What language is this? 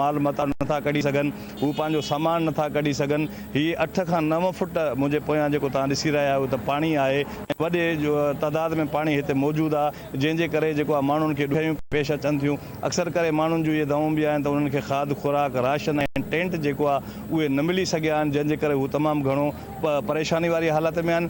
Sindhi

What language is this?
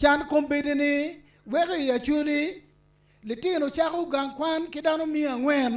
Acoli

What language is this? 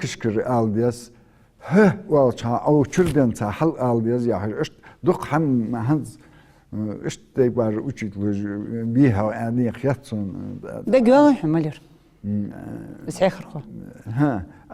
Ingush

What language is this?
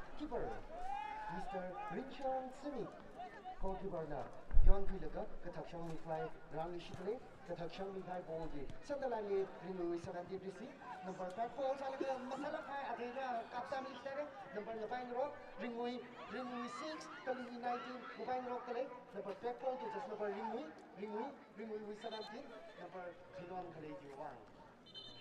Tangkhul Naga (India)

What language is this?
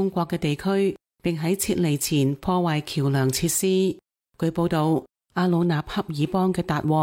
Cantonese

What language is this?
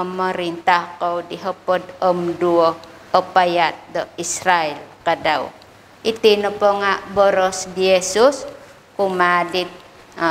Central Dusun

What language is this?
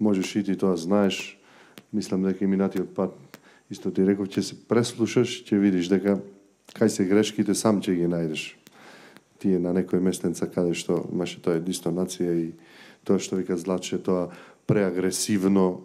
Macedonian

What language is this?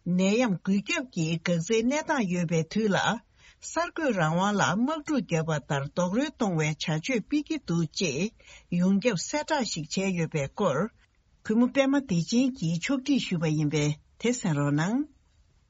Tibetan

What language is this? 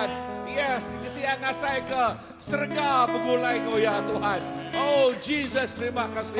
Iban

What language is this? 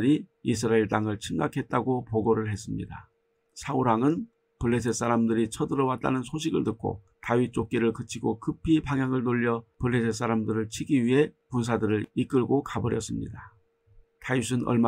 Korean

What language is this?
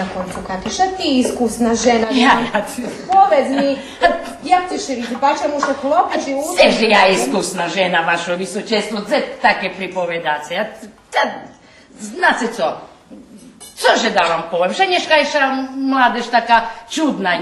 Rusyn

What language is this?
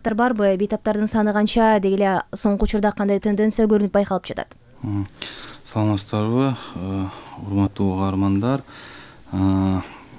Kyrgyz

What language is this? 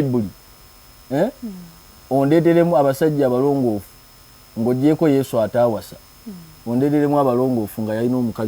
Ganda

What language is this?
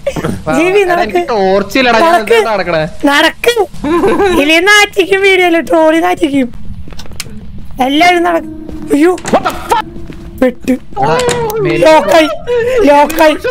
Malayalam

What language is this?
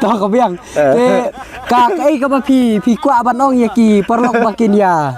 Khasi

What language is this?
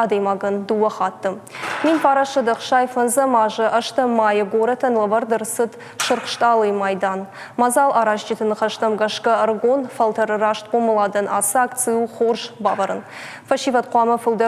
Ossetic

